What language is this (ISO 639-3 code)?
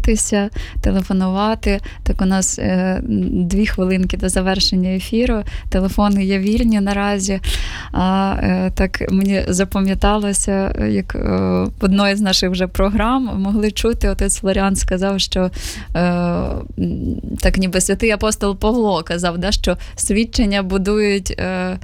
ukr